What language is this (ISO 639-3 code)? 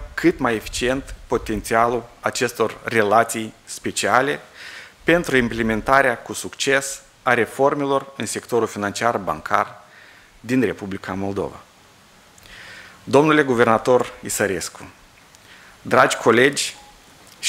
ron